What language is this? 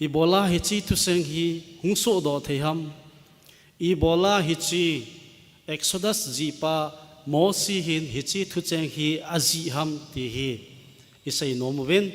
Thado Chin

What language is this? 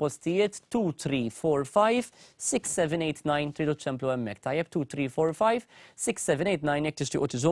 Maltese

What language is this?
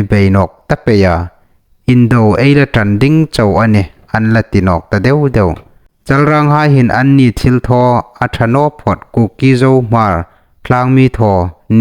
Hmar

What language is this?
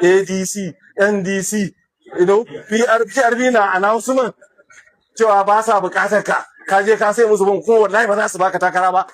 Hausa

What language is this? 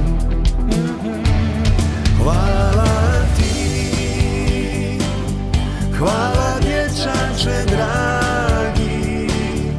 Croatian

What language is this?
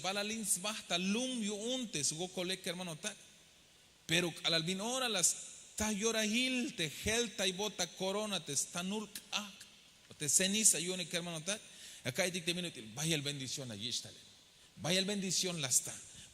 Tzeltal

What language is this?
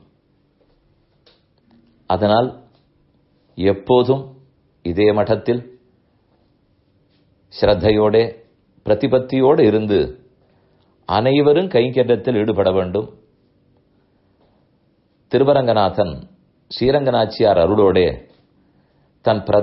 Tamil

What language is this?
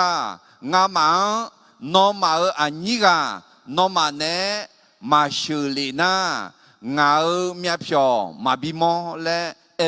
Akha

